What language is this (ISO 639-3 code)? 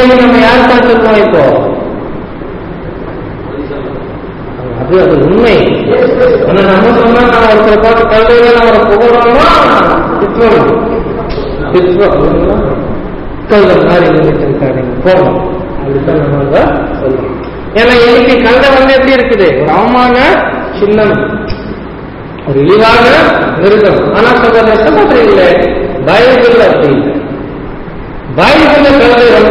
tam